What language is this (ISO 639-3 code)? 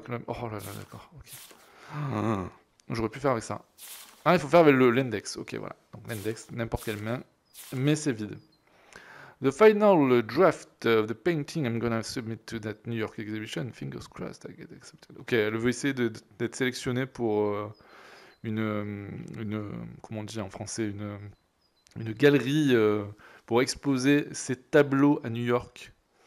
fra